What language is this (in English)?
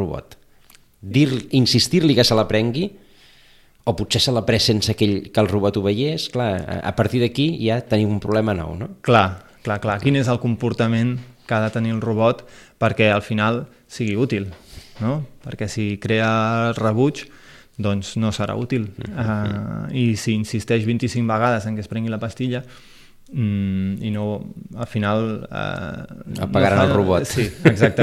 Catalan